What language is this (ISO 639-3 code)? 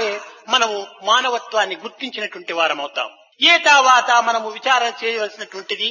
tel